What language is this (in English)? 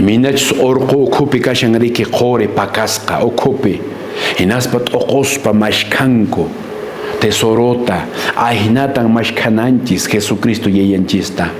Quechua